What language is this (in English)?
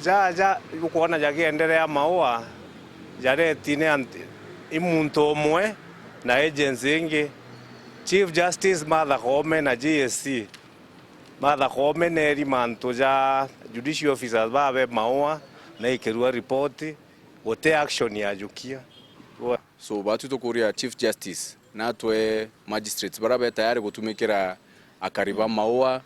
Meru